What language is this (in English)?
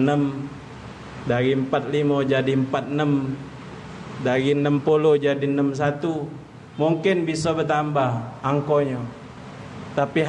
Musi